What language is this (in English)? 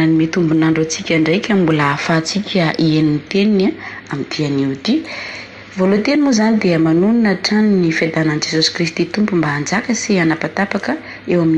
Malagasy